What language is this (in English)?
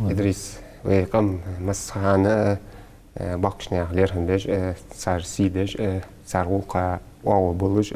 Ingush